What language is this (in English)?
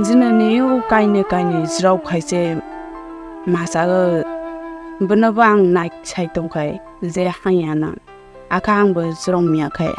Kok Borok